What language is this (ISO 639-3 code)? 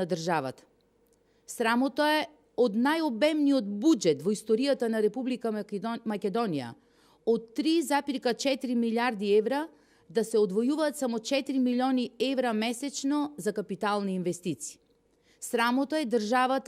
mkd